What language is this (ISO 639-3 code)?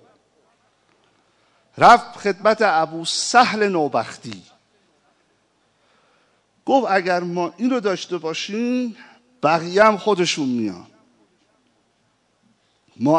fas